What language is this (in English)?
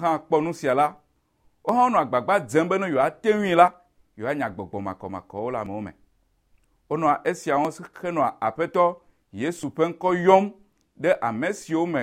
Ewe